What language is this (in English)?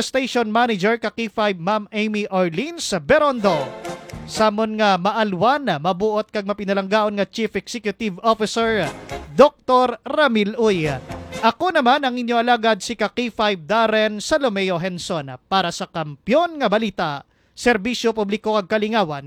Hiligaynon